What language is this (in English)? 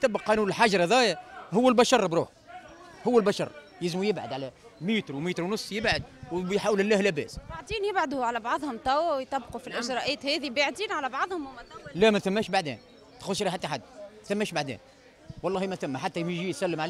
Tunisian Arabic